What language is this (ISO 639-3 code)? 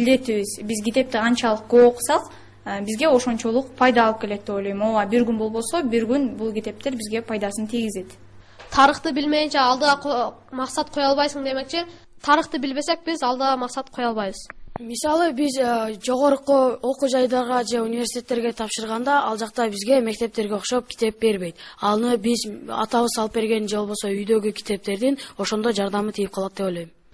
kir